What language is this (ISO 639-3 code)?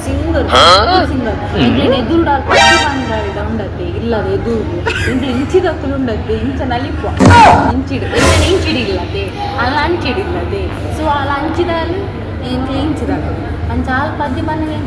tcy